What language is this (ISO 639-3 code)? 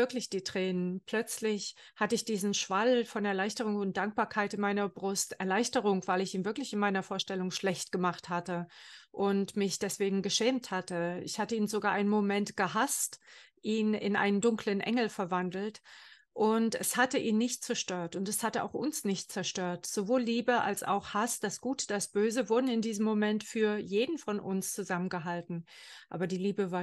deu